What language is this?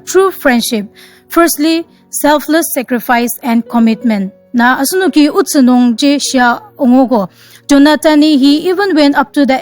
Ao Naga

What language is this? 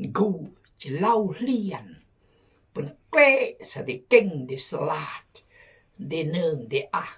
Khmu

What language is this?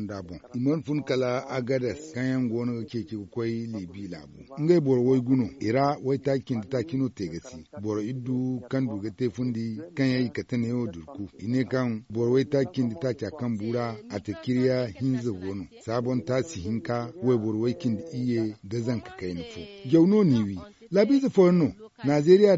Zarma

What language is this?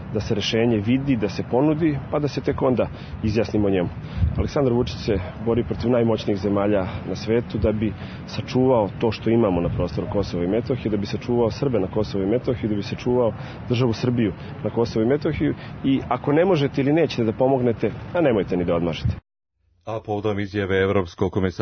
Serbian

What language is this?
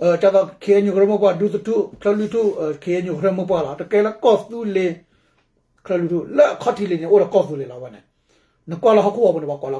S'gaw Karen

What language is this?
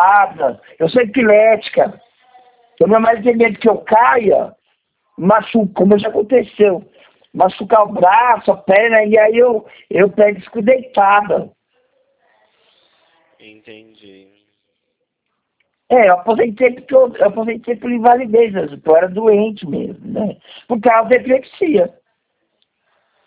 Portuguese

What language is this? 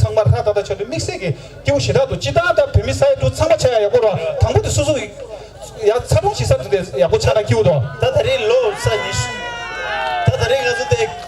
Tibetan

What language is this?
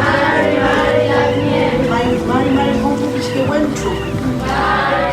Mapuche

